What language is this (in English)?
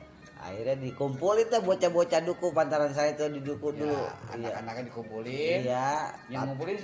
Betawi